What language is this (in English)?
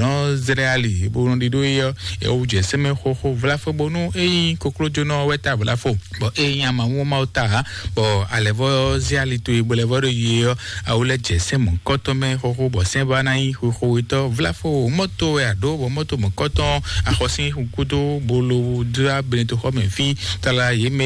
Fon